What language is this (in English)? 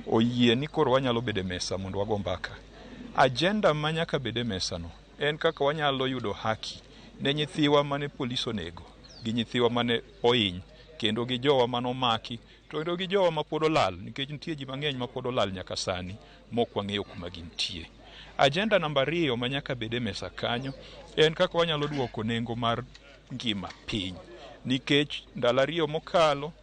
Luo (Kenya and Tanzania)